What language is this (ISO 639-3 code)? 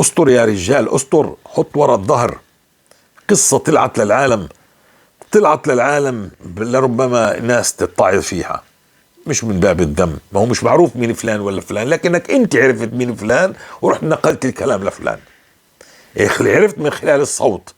apc